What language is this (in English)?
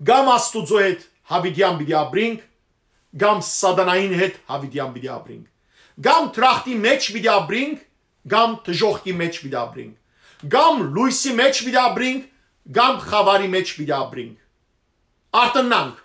Western Armenian